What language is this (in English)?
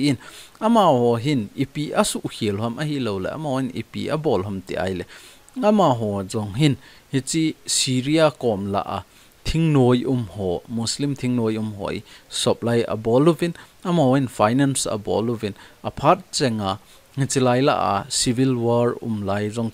Thado Chin